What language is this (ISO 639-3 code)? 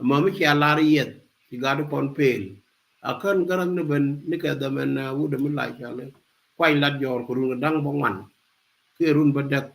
nus